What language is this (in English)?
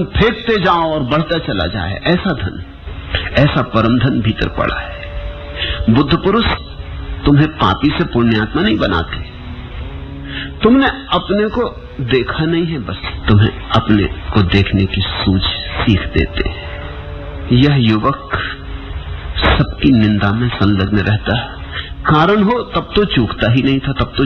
Hindi